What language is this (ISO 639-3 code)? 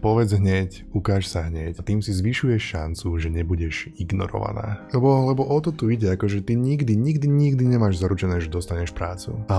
slk